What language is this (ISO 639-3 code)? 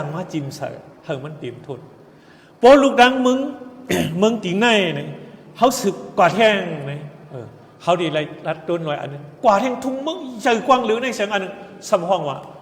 shn